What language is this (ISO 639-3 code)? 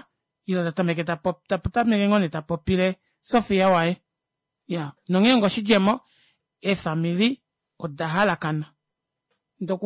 kua